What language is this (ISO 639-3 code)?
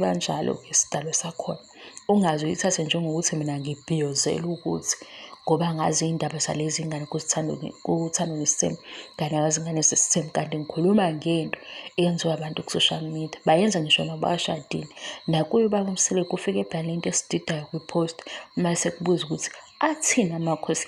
zul